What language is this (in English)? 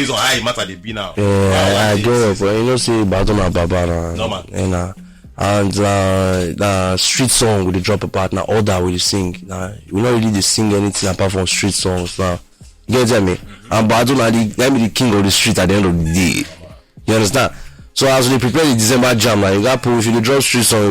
Nigerian Pidgin